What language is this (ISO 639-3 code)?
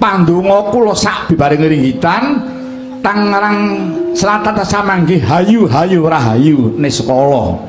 jav